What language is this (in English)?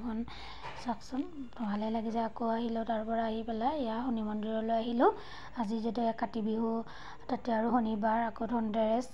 Assamese